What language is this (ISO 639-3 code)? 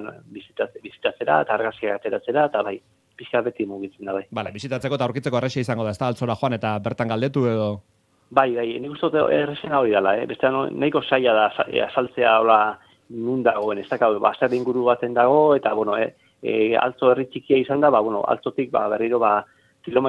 eus